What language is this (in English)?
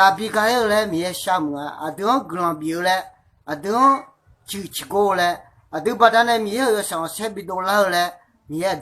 Akha